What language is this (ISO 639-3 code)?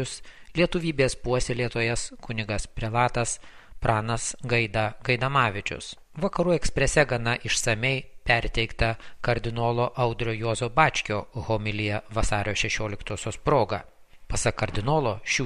lit